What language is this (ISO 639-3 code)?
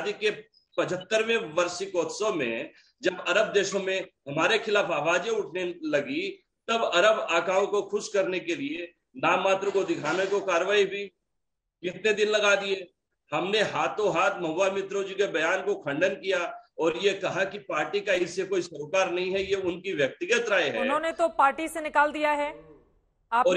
hin